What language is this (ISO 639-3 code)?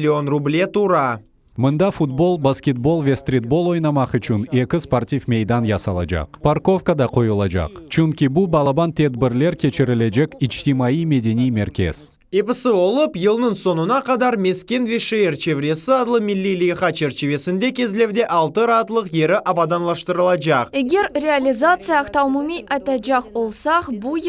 crh